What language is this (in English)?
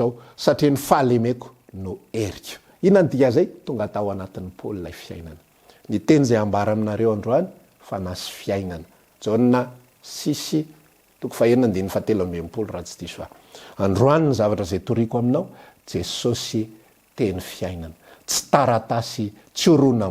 Malagasy